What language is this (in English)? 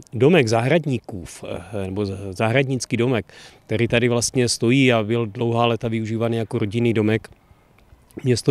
Czech